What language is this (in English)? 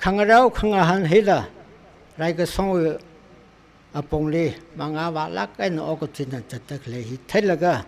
Tangkhul Naga (India)